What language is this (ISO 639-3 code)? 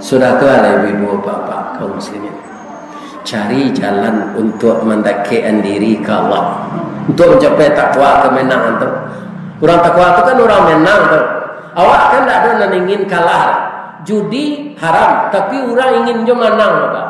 min